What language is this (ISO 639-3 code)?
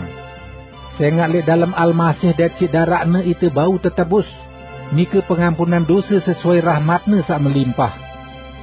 sas